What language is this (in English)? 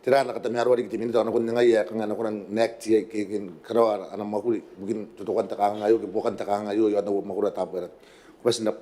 Gilbertese